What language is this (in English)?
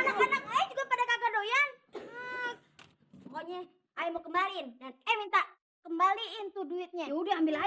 Betawi